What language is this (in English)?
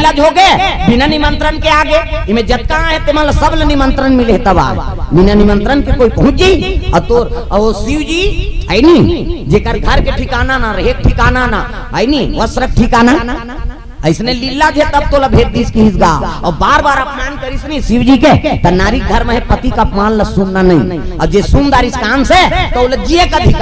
Chhattisgarhi